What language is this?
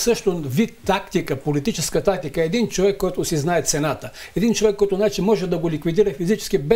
Bulgarian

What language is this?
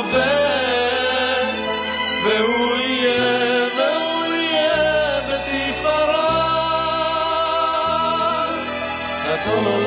Hebrew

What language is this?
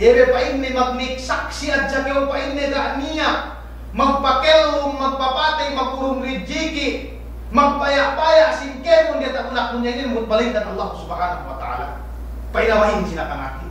Yakan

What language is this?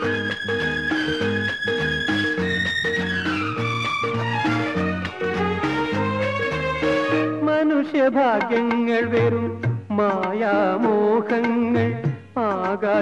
Malayalam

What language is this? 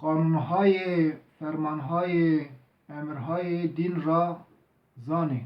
Zaza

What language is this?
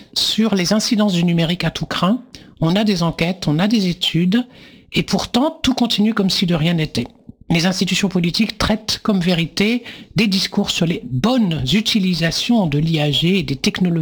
French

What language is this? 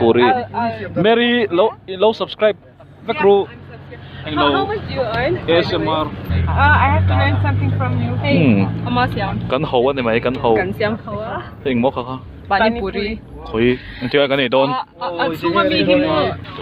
Mizo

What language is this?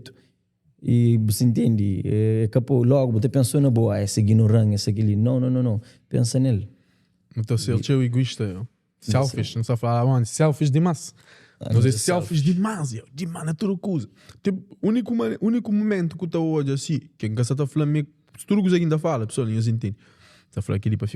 Kabuverdianu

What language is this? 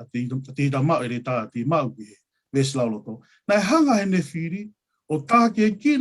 Tongan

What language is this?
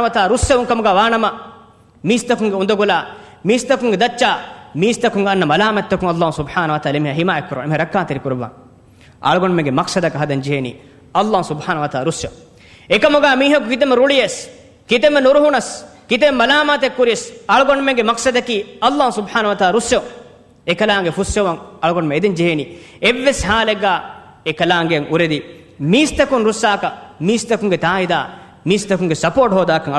Divehi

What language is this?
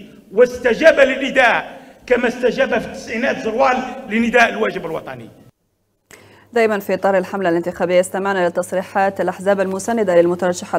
Arabic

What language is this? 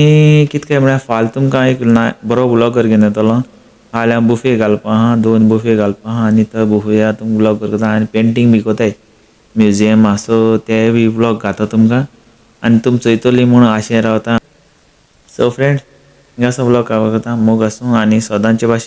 Konkani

